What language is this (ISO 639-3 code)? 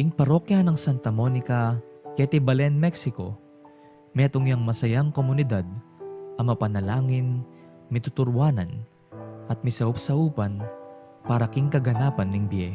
pam